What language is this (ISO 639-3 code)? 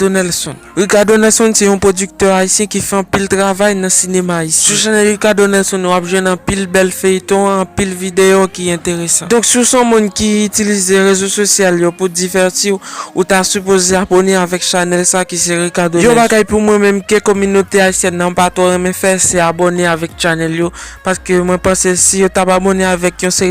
hat